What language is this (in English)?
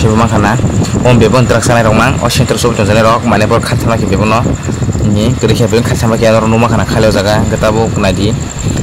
Kok Borok